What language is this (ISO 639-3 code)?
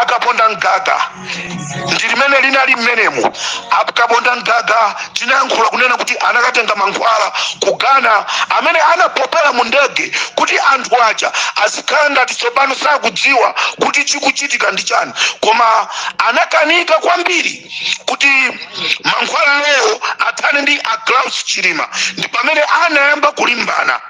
nya